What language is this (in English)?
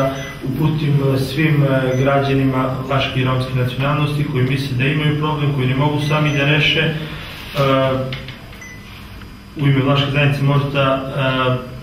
Serbian